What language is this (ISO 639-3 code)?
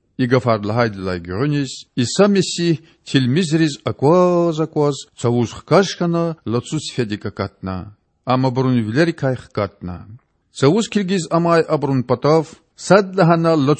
lez